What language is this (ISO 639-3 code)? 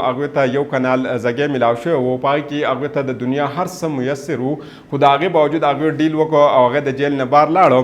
pus